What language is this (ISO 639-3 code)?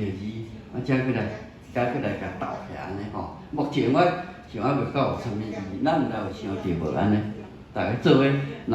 nan